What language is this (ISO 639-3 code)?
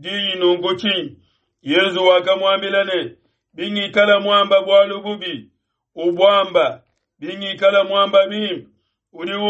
lua